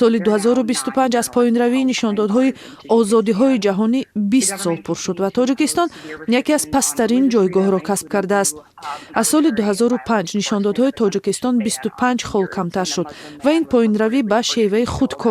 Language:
Tajik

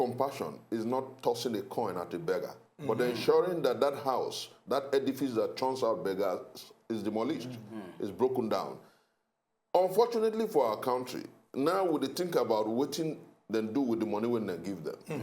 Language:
Nigerian Pidgin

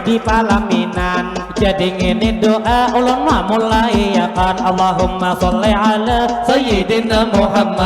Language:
Banjar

